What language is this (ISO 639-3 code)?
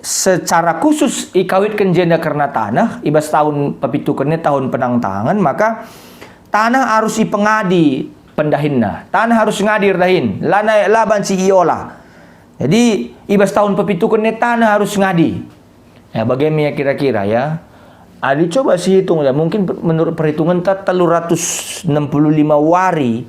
btx